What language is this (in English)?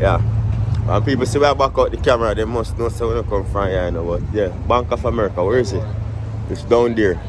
Jamaican Creole English